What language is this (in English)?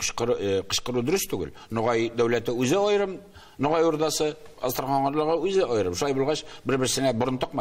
Tatar